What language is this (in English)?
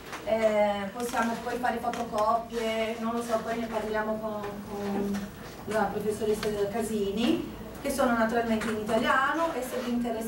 Italian